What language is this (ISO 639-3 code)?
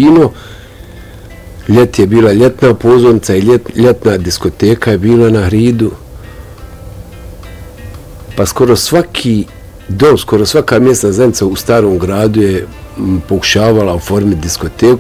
bos